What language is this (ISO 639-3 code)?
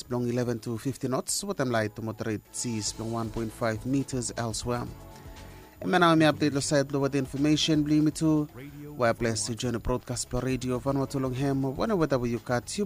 bis